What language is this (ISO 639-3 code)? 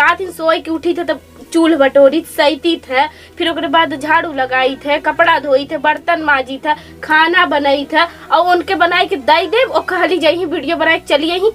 awa